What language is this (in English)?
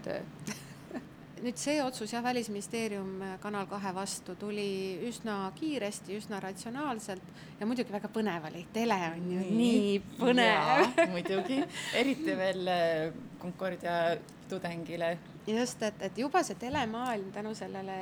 Estonian